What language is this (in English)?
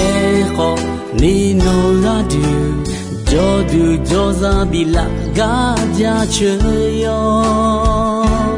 Akha